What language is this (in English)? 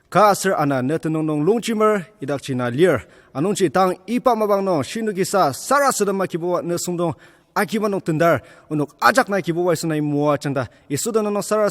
Ao Naga